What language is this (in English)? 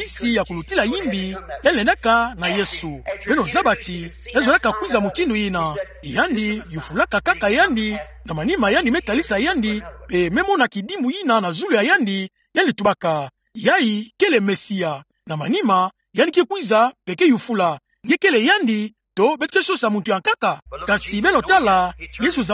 Kituba (Democratic Republic of Congo)